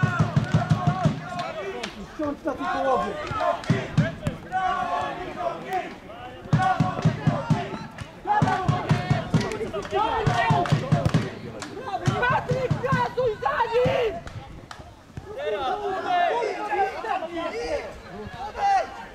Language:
Polish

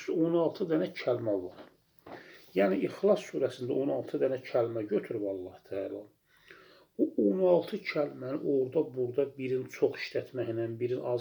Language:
Azerbaijani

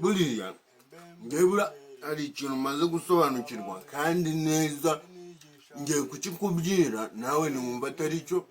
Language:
Kinyarwanda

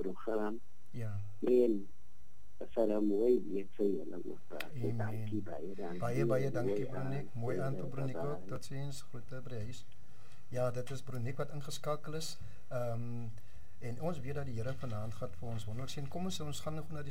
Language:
Afrikaans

